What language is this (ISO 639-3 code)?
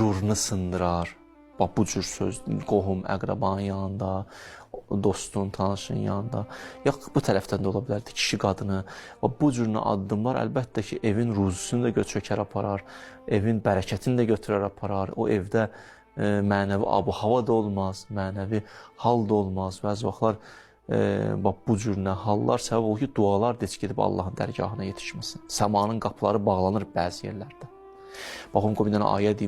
aze